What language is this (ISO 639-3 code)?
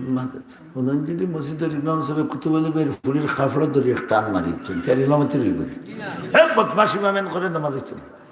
syl